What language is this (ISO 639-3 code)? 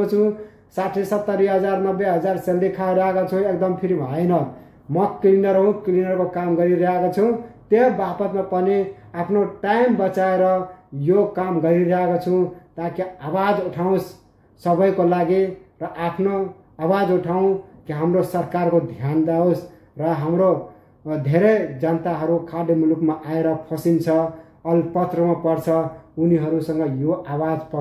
nep